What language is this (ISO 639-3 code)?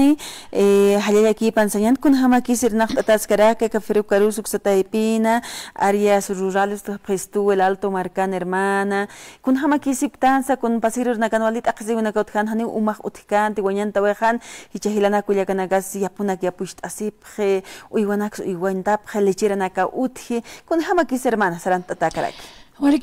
aym